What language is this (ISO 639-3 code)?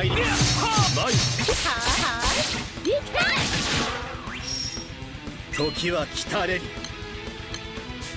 jpn